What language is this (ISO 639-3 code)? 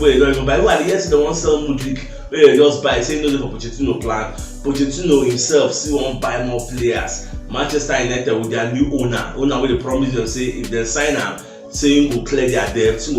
pcm